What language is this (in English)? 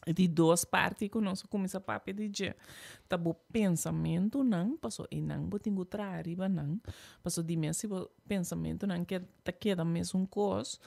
Papiamento